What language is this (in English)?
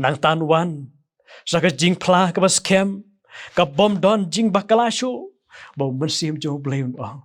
Khasi